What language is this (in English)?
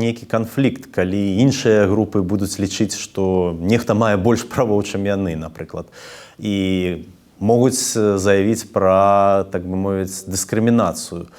Belarusian